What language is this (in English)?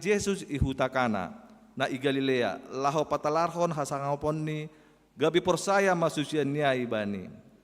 Batak Simalungun